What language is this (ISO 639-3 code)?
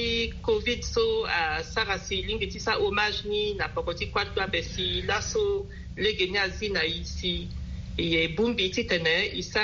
sag